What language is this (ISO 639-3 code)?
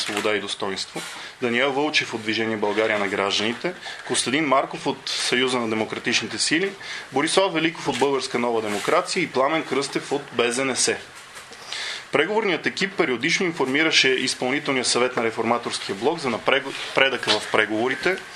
bul